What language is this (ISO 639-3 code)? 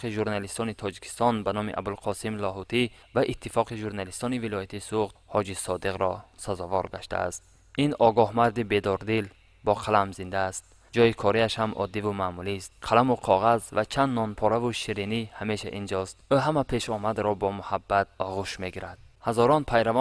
tgk